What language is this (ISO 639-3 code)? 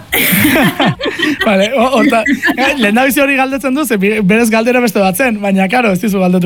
eus